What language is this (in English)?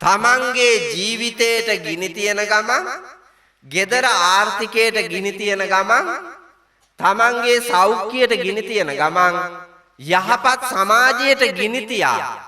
Sinhala